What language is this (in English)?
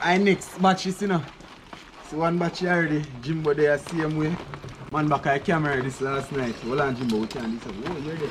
Jamaican Creole English